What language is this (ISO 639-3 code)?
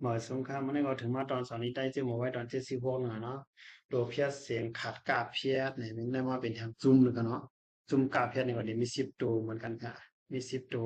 shn